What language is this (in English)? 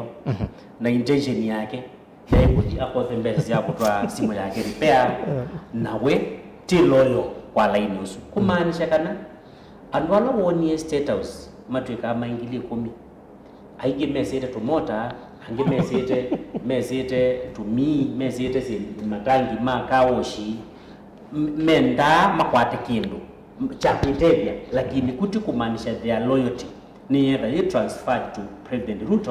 Kamba